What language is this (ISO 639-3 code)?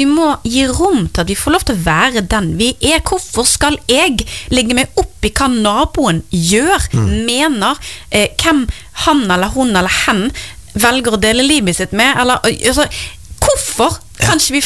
nor